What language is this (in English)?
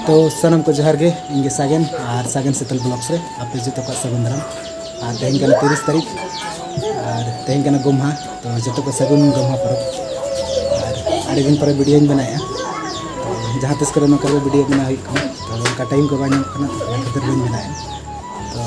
Santali